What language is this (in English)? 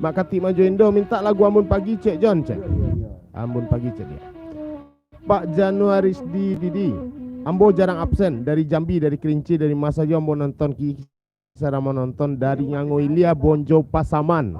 Minangkabau